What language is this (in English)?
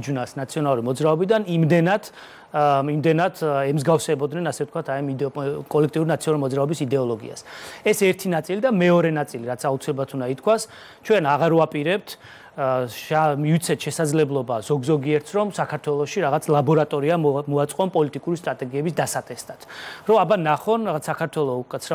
Georgian